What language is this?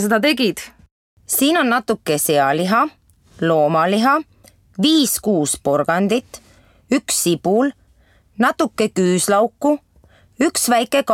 Estonian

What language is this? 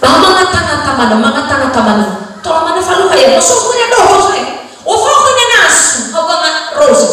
Nias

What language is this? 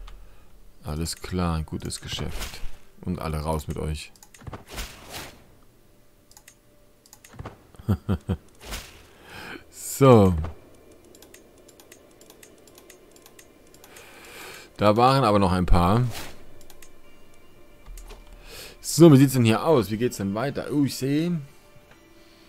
German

